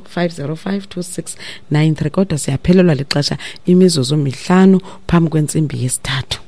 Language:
Xhosa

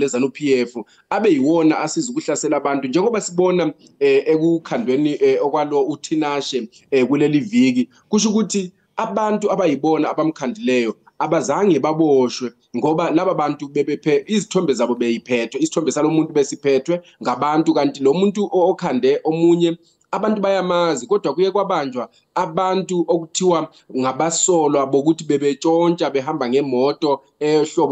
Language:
Zulu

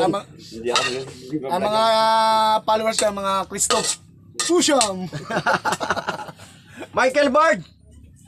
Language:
Filipino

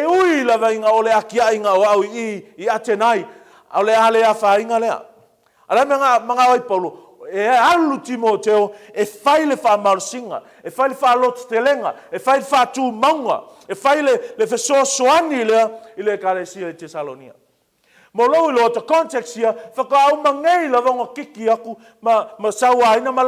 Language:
Samoan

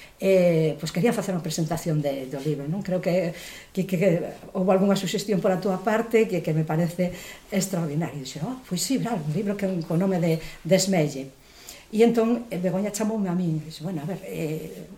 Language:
Galician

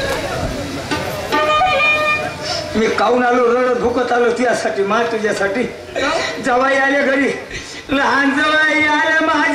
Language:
Marathi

